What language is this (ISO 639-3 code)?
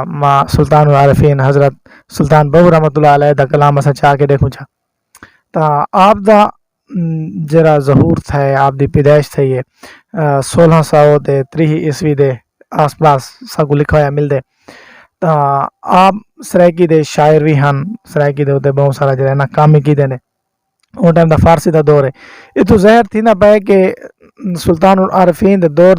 skr